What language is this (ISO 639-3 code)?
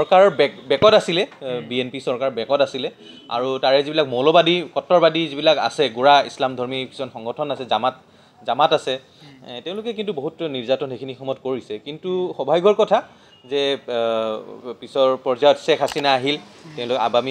asm